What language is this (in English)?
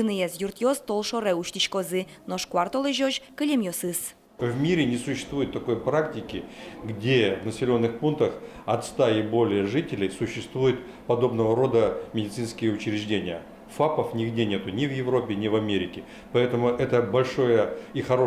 Udmurt